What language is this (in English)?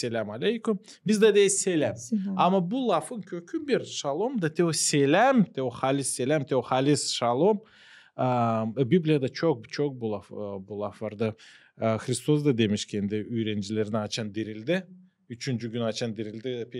Gagauz